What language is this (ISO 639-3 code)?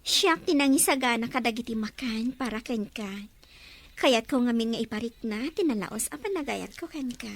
ilo